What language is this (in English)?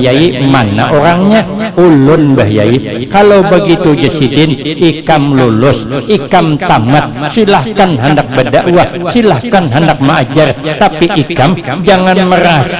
Banjar